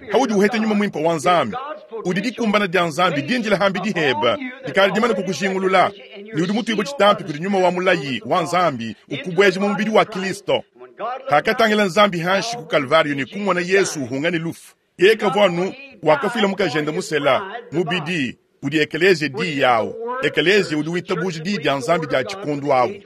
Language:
Luba-Lulua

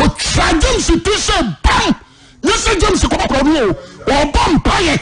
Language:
Akan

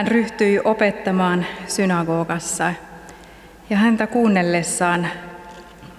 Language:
Finnish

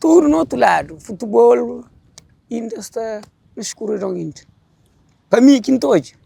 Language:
Kabuverdianu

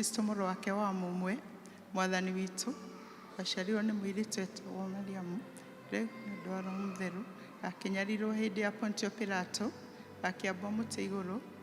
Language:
Kikuyu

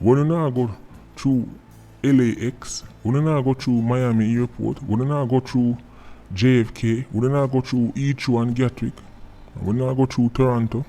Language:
Jamaican Creole English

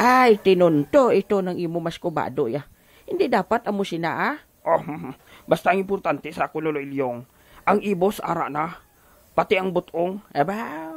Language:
Hiligaynon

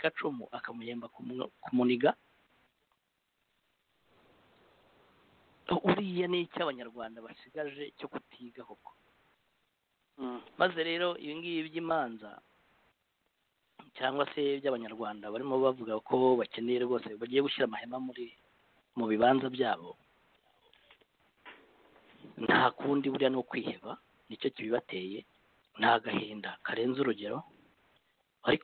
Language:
Kinyarwanda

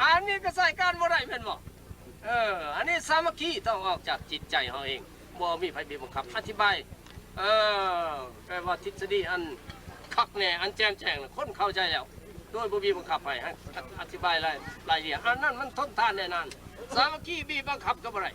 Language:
Lao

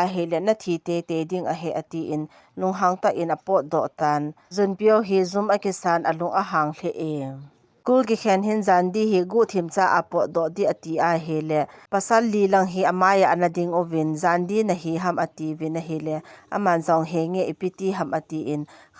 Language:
Thado Chin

